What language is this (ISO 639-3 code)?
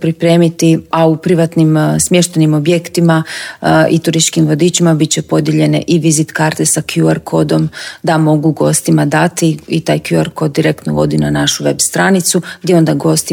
hrv